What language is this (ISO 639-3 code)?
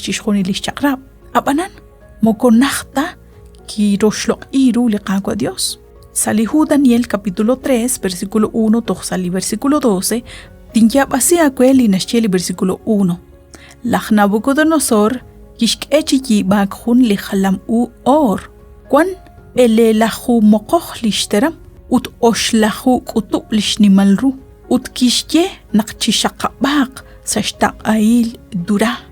kek